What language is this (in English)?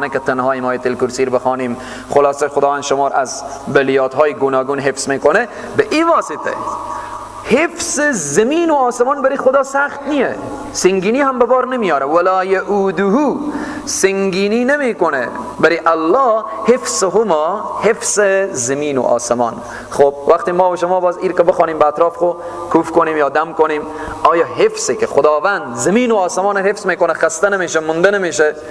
Persian